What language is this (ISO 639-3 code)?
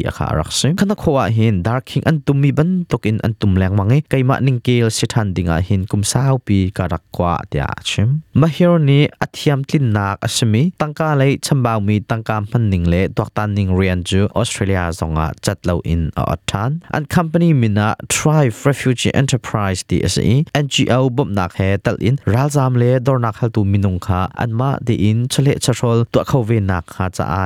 cnh